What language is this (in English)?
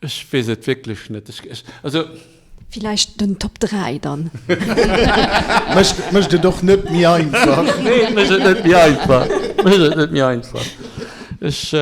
Luxembourgish